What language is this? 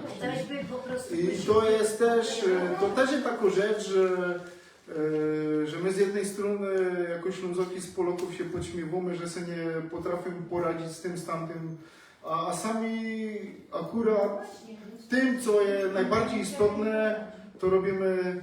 Silesian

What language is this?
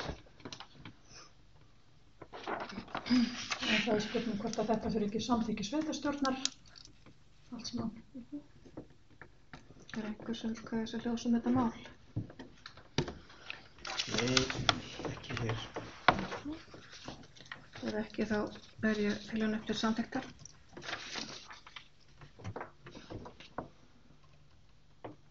Icelandic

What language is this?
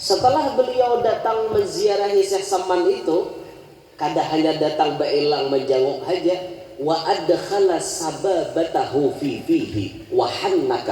Banjar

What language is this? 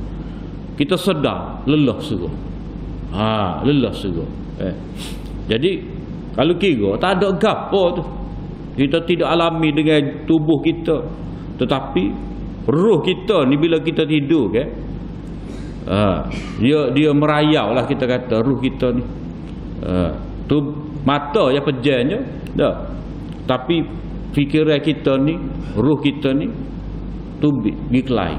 Malay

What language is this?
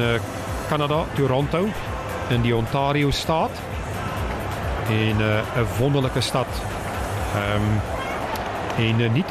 Afrikaans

